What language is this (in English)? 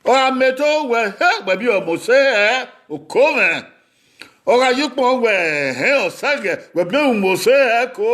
Bini